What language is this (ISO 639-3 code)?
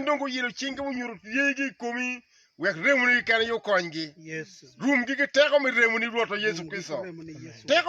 ach